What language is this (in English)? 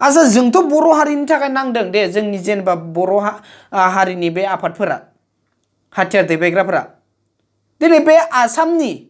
Bodo